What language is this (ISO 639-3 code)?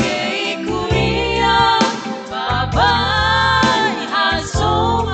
bts